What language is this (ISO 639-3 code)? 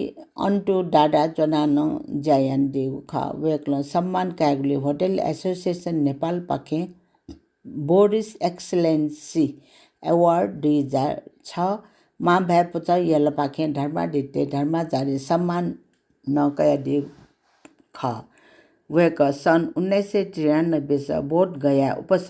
new